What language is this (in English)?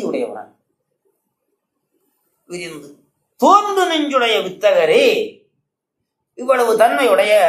Tamil